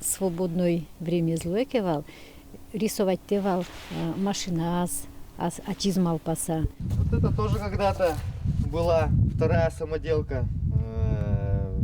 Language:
Udmurt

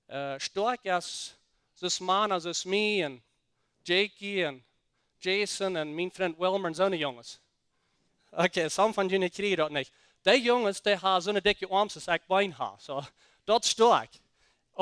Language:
Plautdietsch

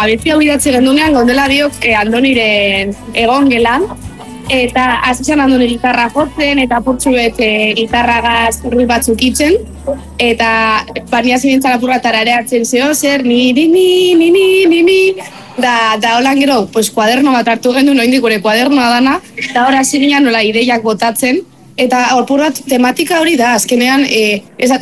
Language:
Basque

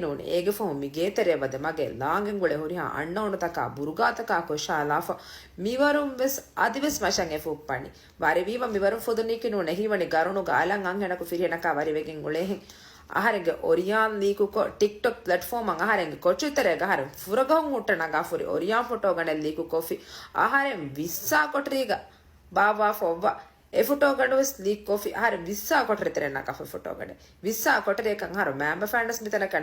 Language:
Divehi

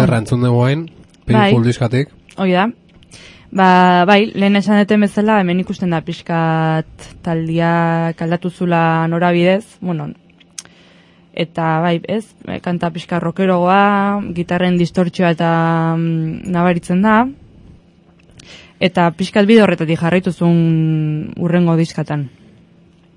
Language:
Basque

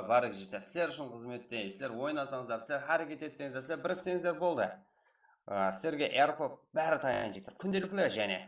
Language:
Kara-Kalpak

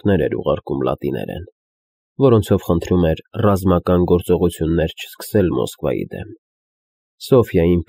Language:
Armenian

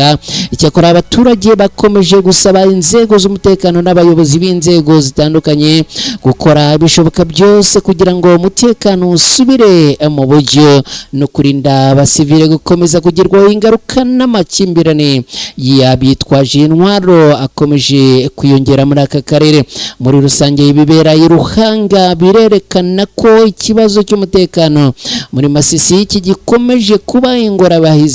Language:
Kinyarwanda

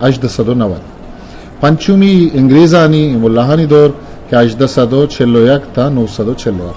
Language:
Eastern Balochi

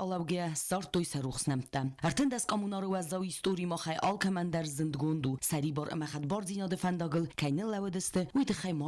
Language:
Ossetic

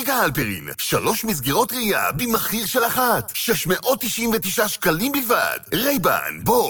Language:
Hebrew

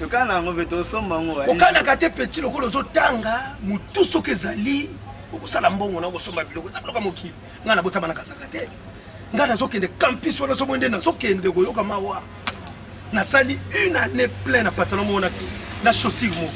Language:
Lingala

